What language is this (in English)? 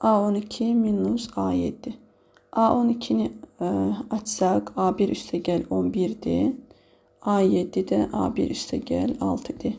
Azerbaijani